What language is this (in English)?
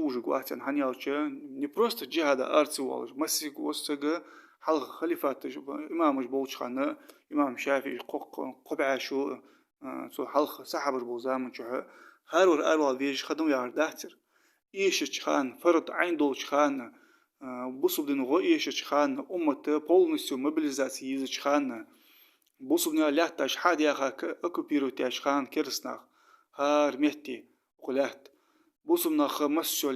Ingush